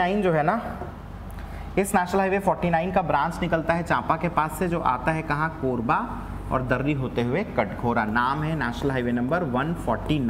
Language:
Hindi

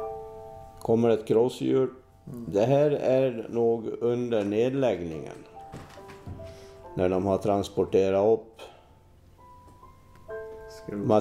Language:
Swedish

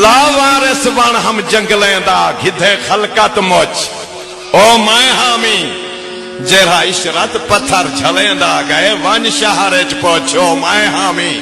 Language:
Saraiki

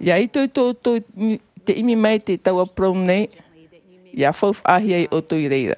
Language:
Tahitian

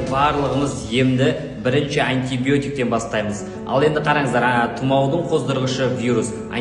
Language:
Kazakh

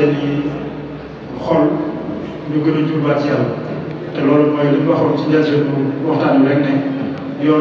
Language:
Wolof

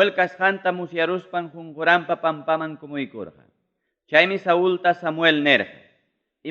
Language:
Ayacucho Quechua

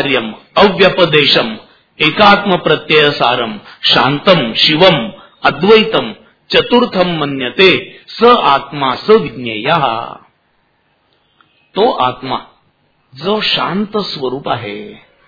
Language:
Marathi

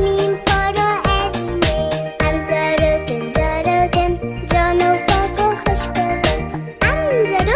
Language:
Kurdish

